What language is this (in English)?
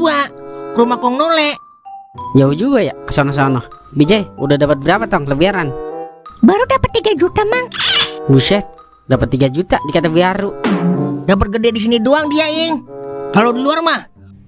Betawi